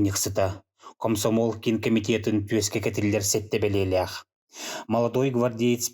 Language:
Yakut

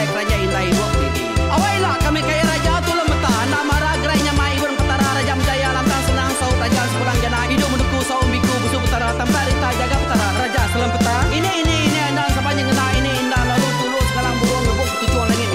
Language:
Iban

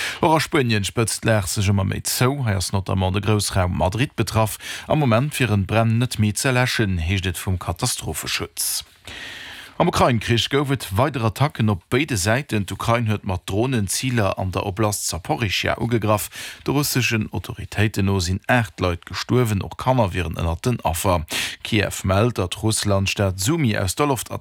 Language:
Luxembourgish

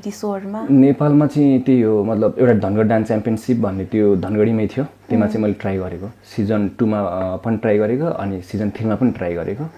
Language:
Nepali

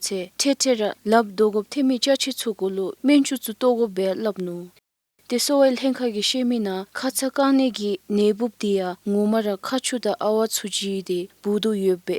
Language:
Dzongkha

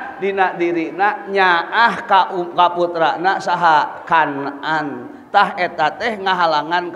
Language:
Sundanese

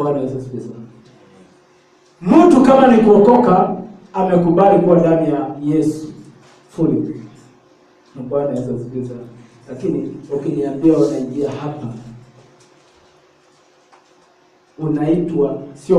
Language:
Swahili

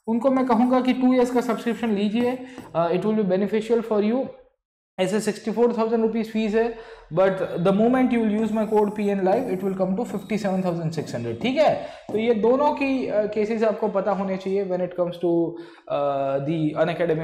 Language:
Hindi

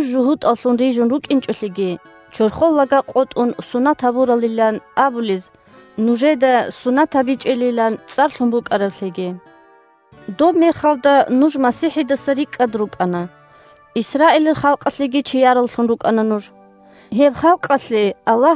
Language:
Avaric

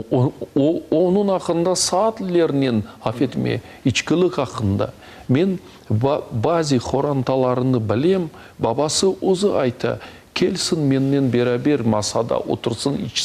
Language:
Crimean Tatar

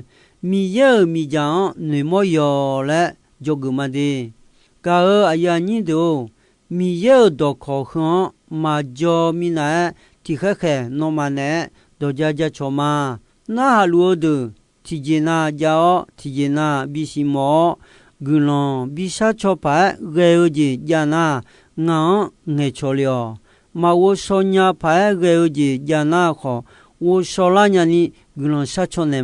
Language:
Akha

